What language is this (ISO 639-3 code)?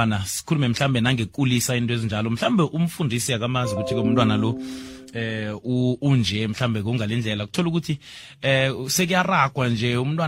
nbl